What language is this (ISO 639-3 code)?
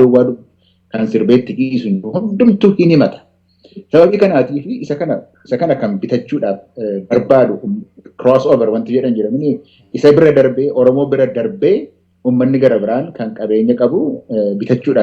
orm